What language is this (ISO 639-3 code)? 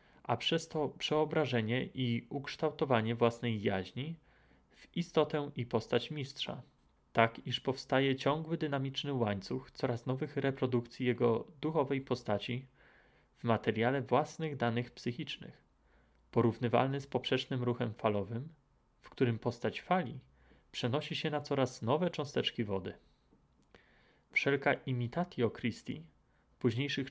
pol